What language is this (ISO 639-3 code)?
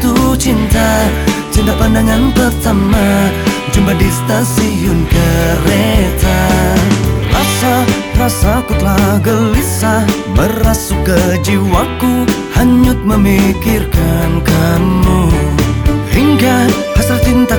ind